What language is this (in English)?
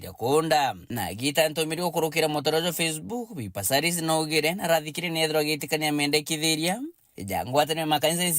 Meru